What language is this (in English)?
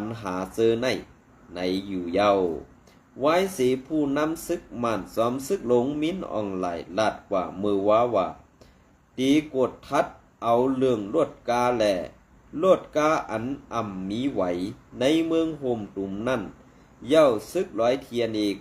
Shan